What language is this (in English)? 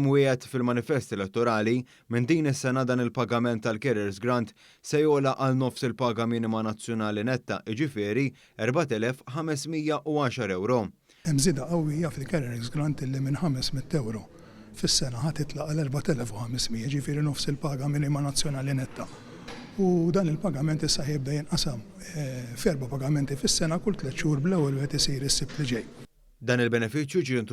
Maltese